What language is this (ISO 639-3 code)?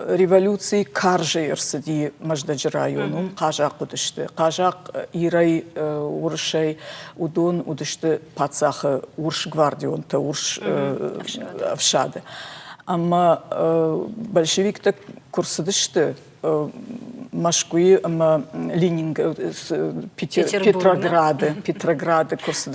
oss